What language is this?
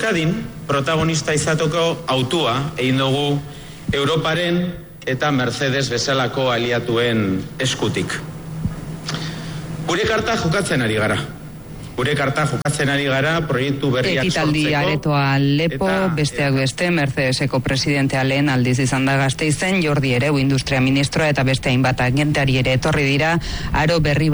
Basque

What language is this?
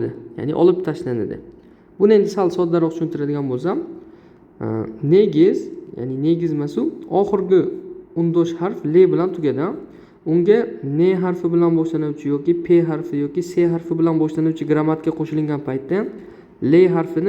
Uzbek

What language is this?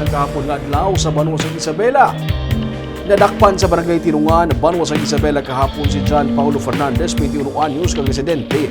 Hiligaynon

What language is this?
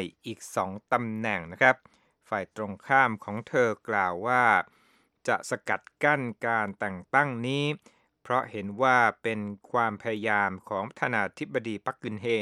Thai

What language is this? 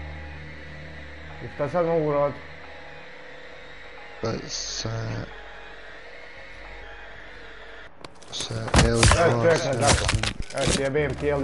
Croatian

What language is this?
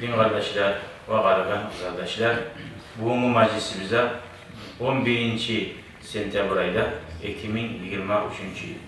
Kumyk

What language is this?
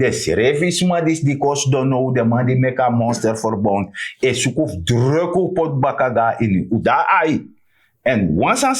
Sranan Tongo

